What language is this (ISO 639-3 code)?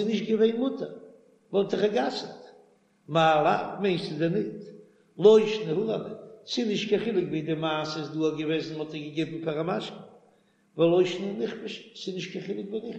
yid